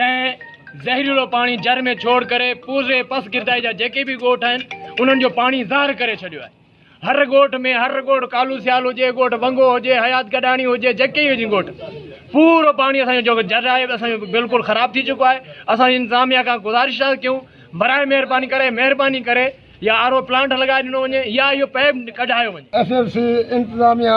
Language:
Sindhi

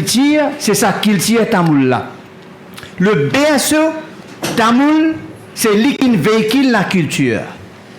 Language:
Morisyen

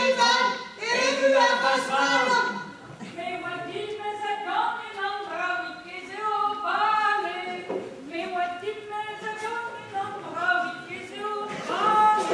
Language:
Breton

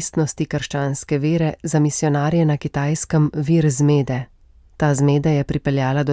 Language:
Slovenian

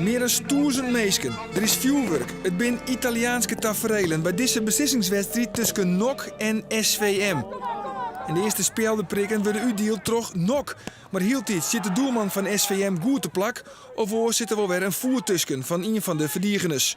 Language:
Western Frisian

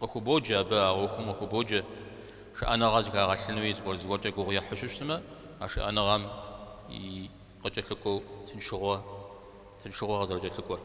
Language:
Kabardian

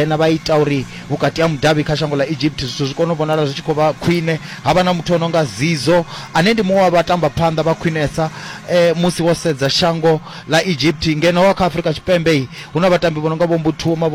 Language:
Venda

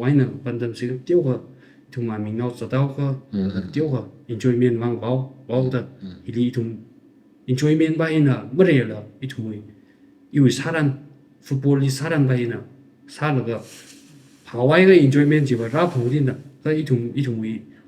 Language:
Tangkhul Naga (India)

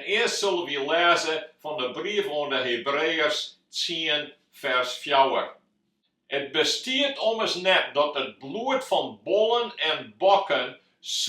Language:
Western Frisian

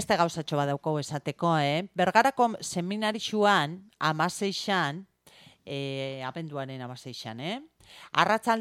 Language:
Basque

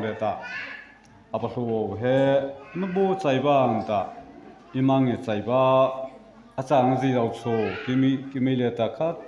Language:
Mara Chin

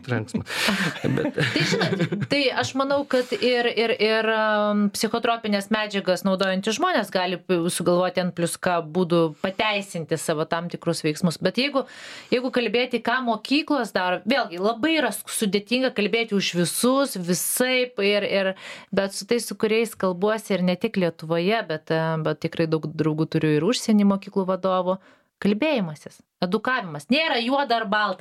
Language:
Lithuanian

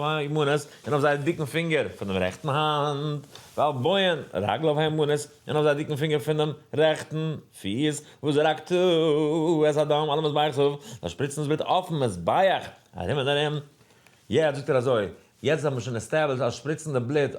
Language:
Yiddish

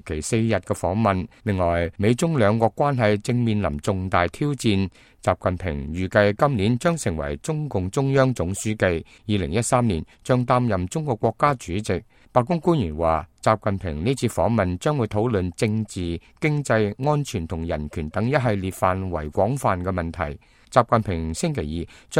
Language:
Cantonese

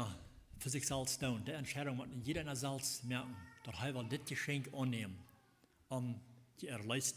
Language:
Plautdietsch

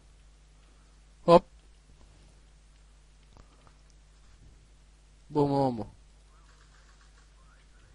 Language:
Turkish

